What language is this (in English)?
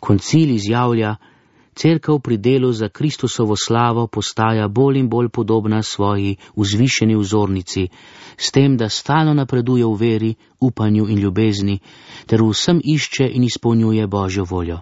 Slovenian